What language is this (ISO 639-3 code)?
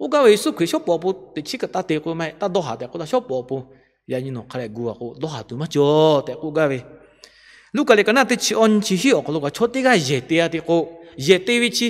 lhu